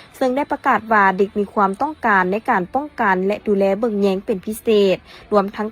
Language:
Lao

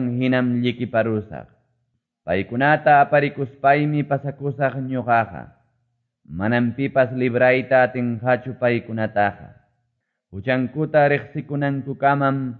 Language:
Quechua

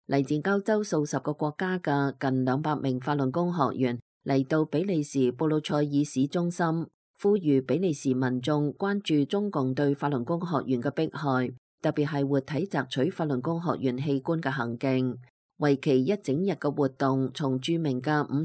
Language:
Cantonese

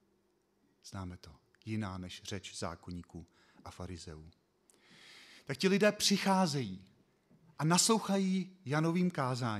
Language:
Czech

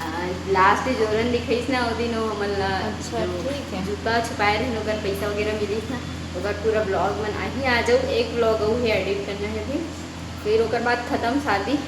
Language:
Chhattisgarhi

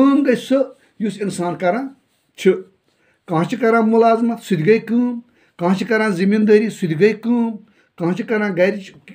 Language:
Kashmiri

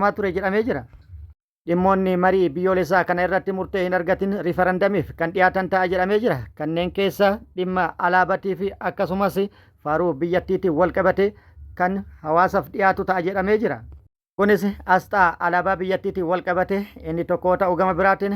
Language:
Oromo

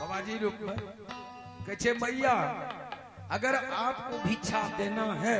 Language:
Maithili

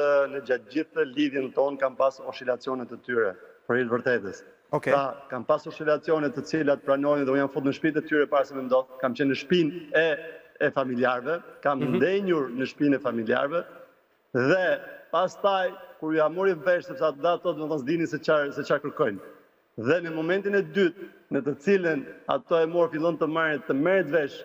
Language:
Albanian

